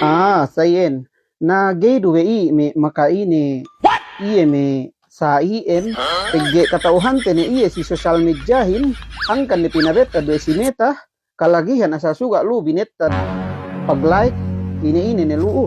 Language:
Yakan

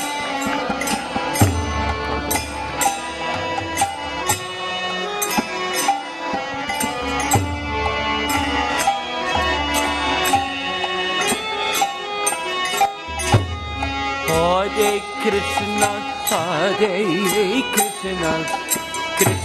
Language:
Hindi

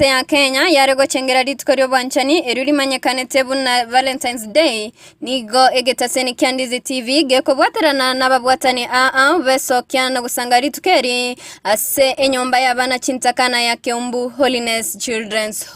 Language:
Gusii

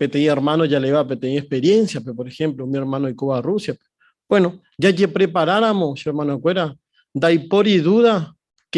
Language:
Guarani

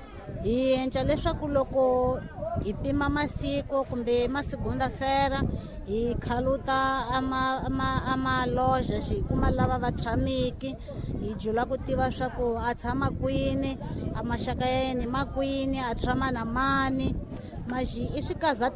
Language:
Tsonga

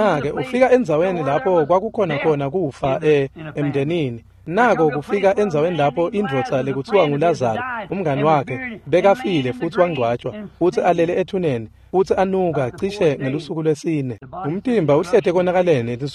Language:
Swati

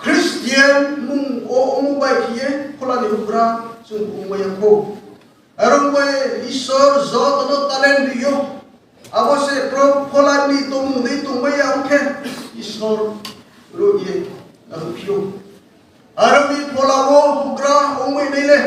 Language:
Riang (India)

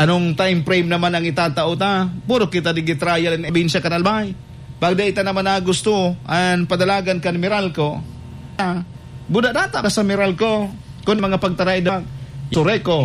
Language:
Bikol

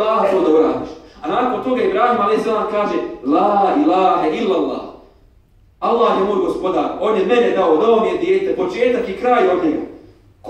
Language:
Bosnian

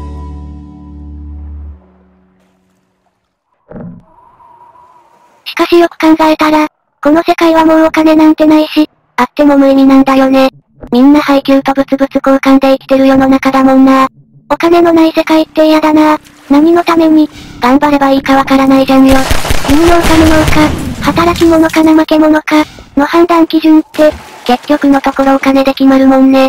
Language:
Japanese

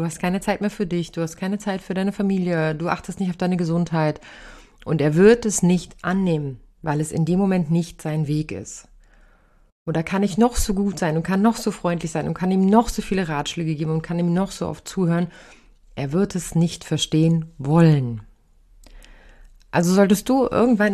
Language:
German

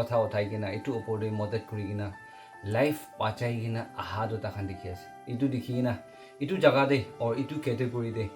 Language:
Naga Pidgin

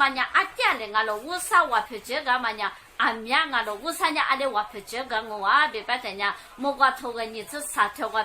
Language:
Lisu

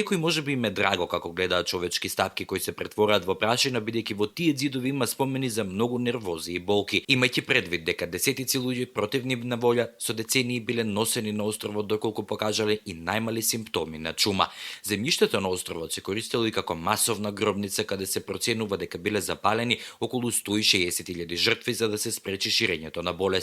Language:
Macedonian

